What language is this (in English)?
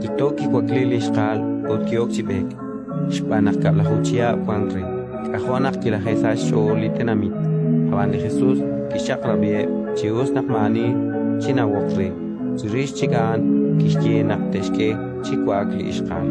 Kekchí